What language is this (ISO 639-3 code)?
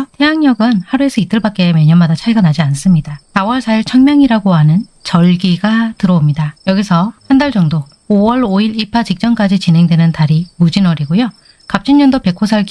kor